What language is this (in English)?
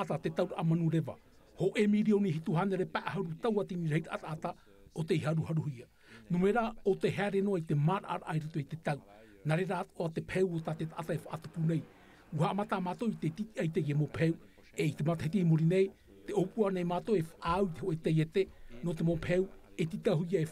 Tahitian